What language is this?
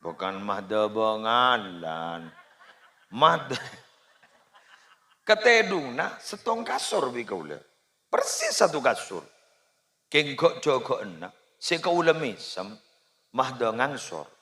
Madurese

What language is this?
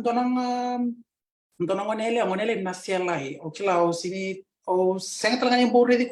Fijian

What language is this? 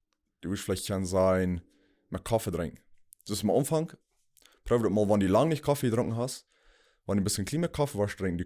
Plautdietsch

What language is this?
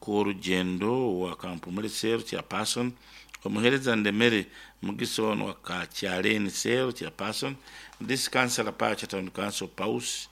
Nyankole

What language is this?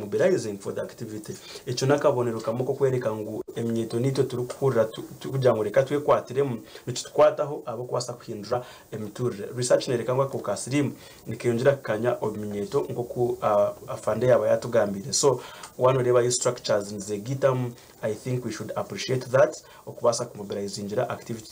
Nyankole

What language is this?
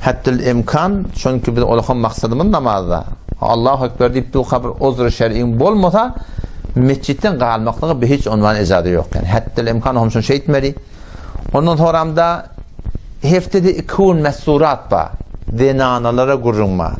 Turkmen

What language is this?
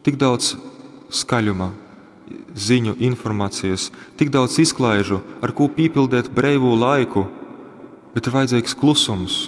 Latgalian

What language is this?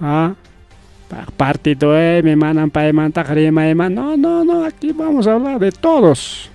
Ayacucho Quechua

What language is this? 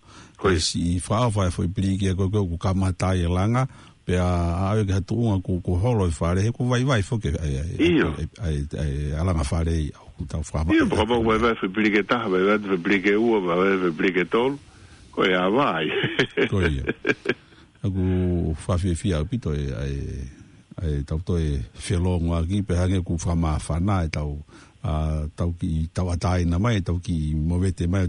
Tongan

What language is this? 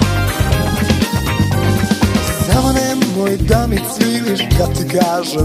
Serbian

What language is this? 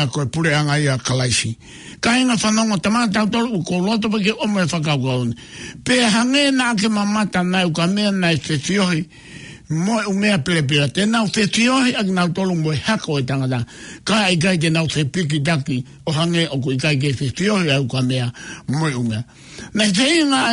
Tongan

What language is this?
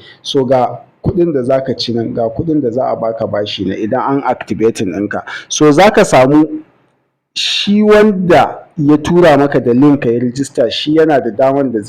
Hausa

